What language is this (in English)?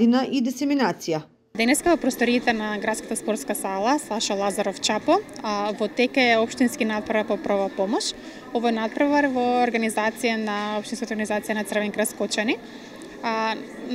Macedonian